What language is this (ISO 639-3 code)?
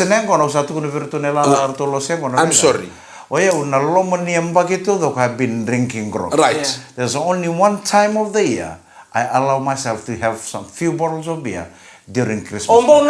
fij